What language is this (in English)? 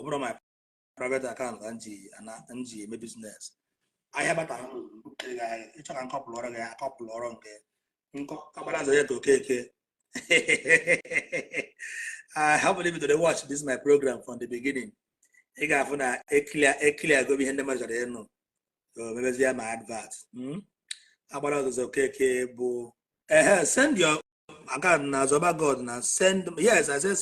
Igbo